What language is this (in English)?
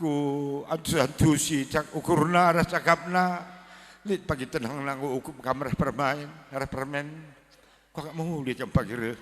Batak Karo